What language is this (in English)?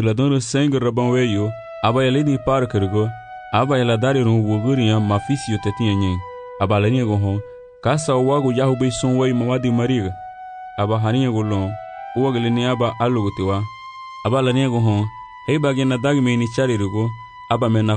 Garifuna